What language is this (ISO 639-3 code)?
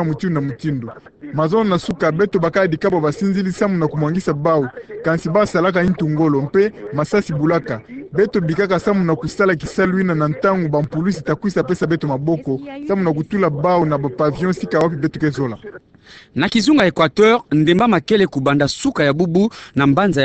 ktu